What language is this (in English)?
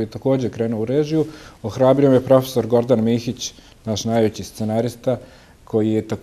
Bosnian